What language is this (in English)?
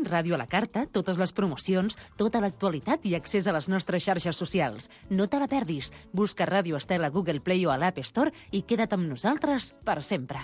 Catalan